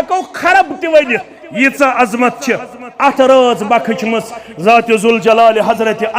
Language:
Kashmiri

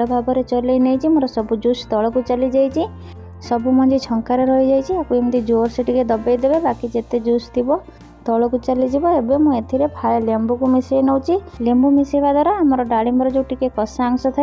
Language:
Odia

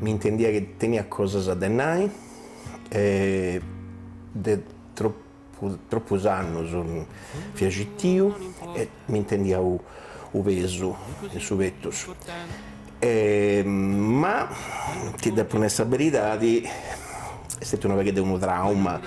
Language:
Sardinian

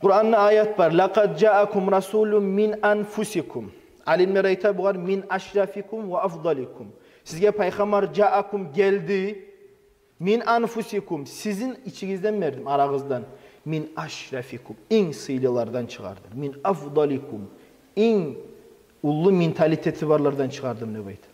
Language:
Kumyk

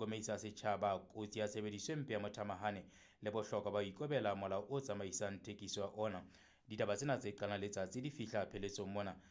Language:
Southern Sotho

